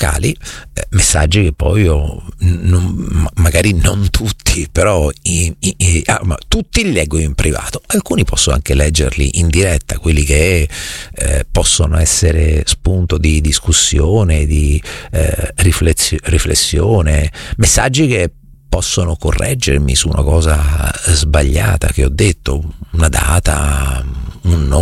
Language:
Italian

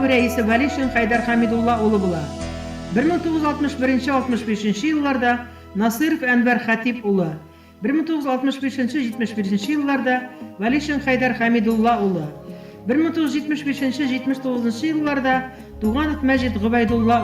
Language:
Bashkir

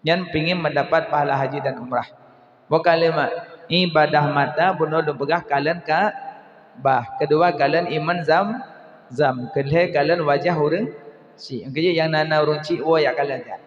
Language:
Achinese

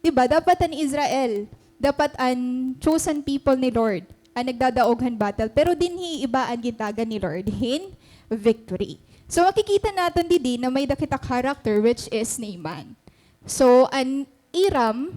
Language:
Waray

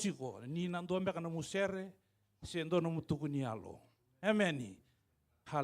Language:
Fijian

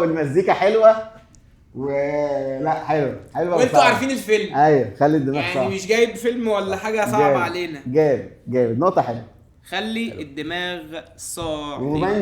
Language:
Egyptian Arabic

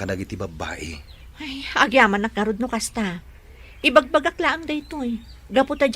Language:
Iloko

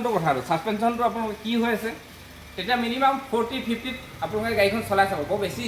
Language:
Assamese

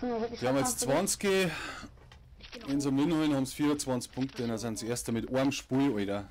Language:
Bavarian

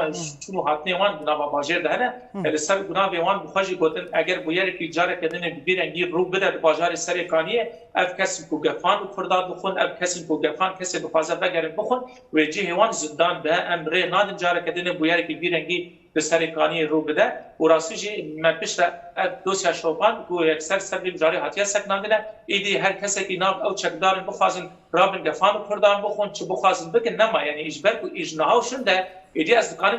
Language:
Kurdish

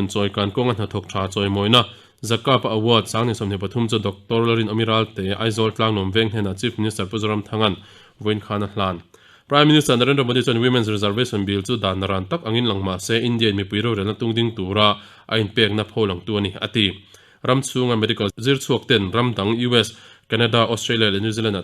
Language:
Mizo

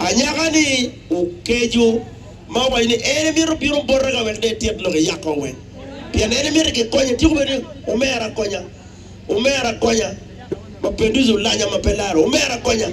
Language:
Acoli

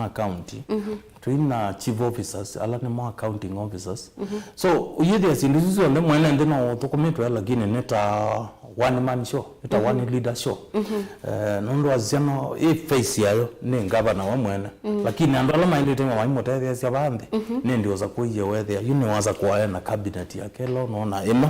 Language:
Kamba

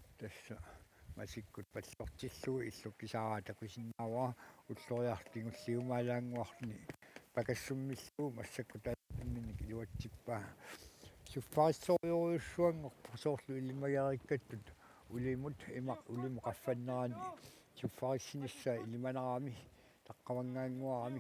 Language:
Kalaallisut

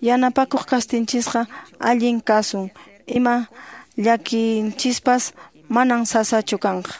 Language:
Quechua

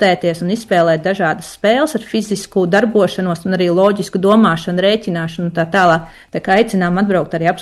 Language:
Latvian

